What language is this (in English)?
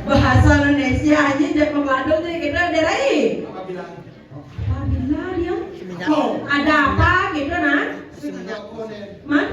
Balinese